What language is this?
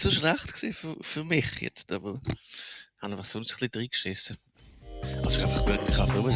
Swiss German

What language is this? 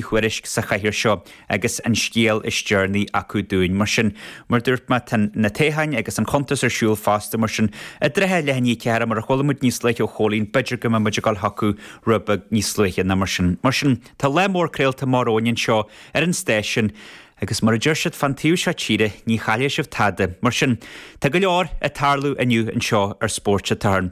Irish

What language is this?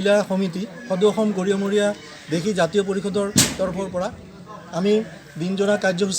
Assamese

